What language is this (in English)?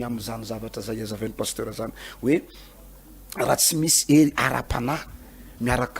Malagasy